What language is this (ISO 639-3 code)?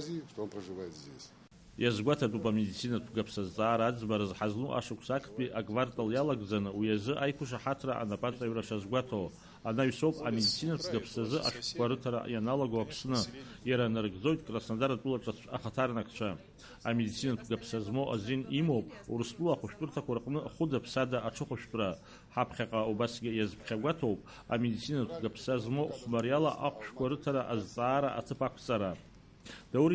abk